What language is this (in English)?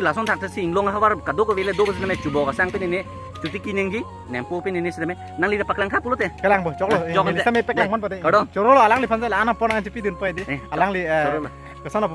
Karbi